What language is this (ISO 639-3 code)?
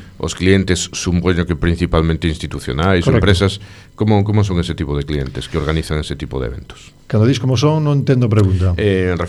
glg